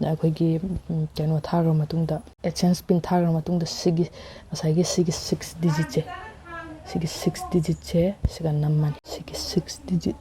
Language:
Manipuri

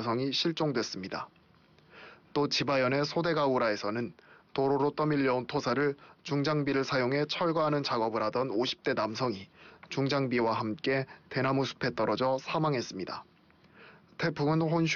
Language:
Korean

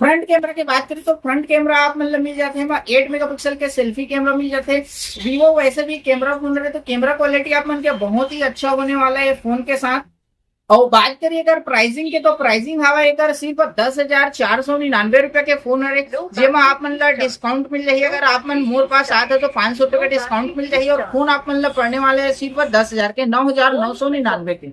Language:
Chhattisgarhi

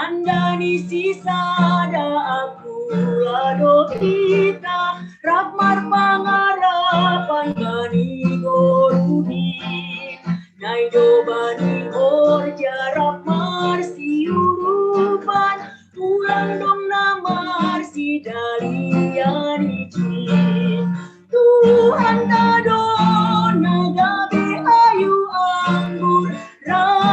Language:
Batak Simalungun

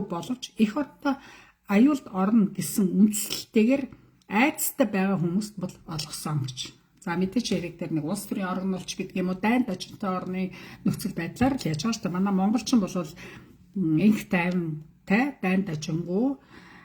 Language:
Mongolian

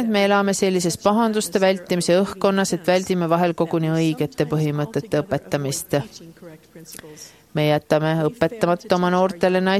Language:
Estonian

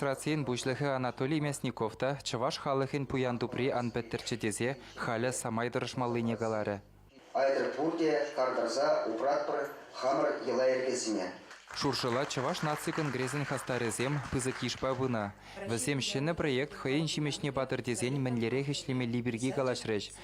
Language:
Chuvash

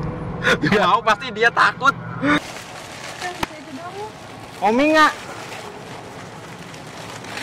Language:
Indonesian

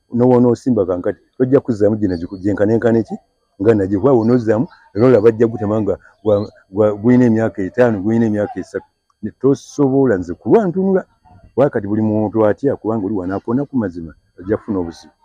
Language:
Ganda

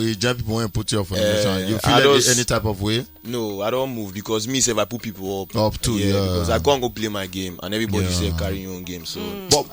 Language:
Nigerian Pidgin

